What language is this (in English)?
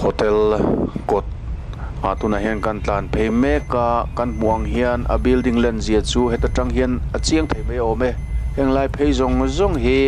Mizo